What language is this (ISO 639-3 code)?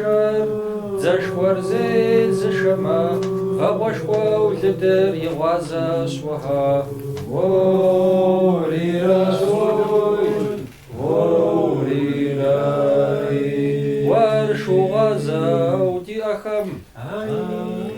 kbd